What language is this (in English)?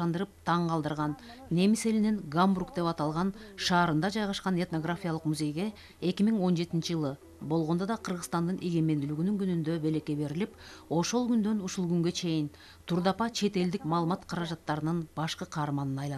Kyrgyz